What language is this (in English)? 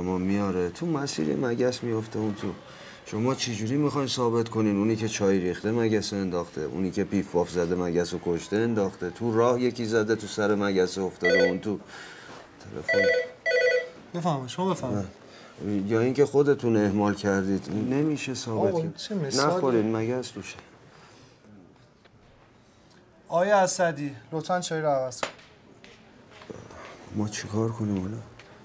Persian